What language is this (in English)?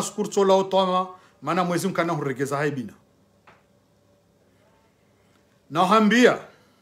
Swahili